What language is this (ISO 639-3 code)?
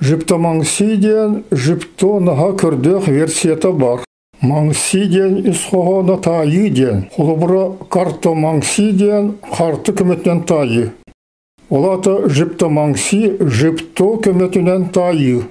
sah